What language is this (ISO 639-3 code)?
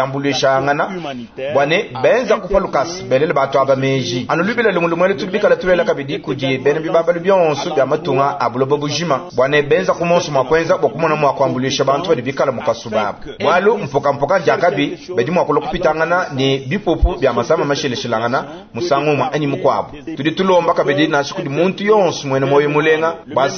lua